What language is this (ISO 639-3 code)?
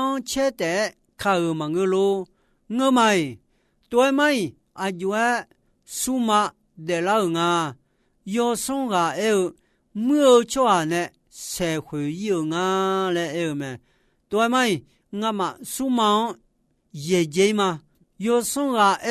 ahk